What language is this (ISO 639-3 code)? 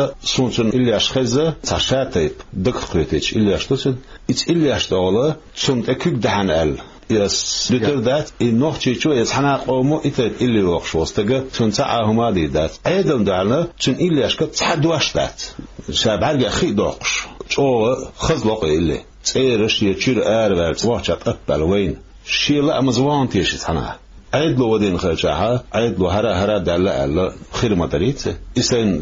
che